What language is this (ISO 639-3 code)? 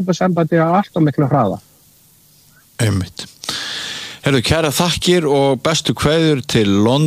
isl